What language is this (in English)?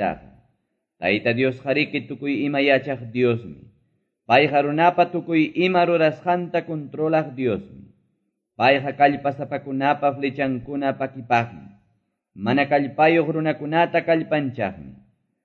Quechua